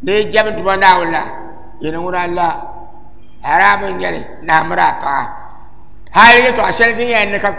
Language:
Dagbani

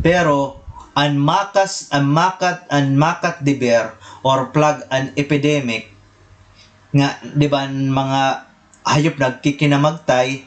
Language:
Waray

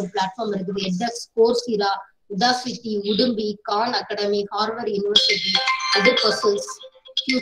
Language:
Tamil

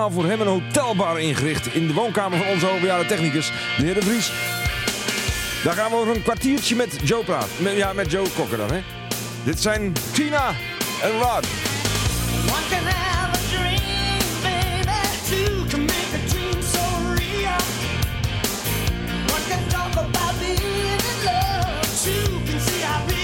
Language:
Dutch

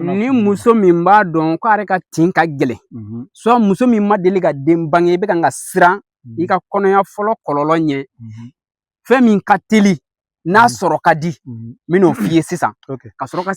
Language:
Bambara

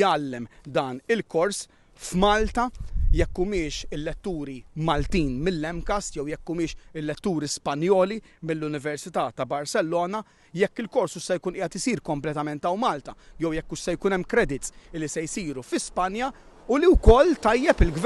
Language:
Maltese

